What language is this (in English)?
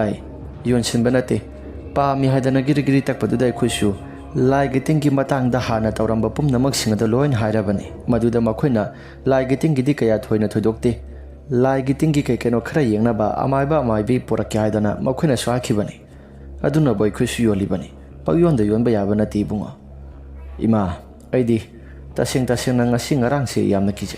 Manipuri